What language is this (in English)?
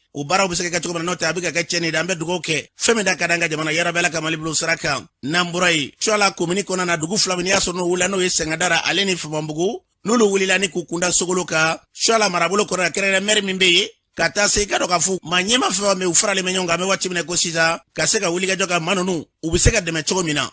Bambara